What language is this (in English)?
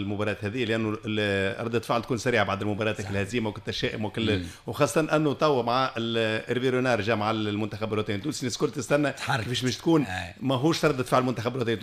Tunisian Arabic